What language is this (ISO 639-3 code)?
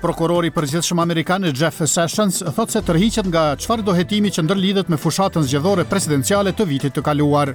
sqi